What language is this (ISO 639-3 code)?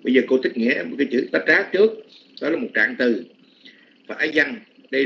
vie